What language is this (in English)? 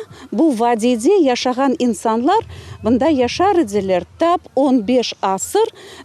Crimean Tatar